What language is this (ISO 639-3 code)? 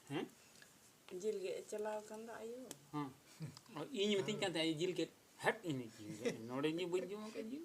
sat